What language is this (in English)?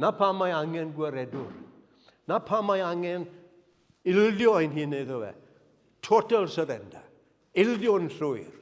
Welsh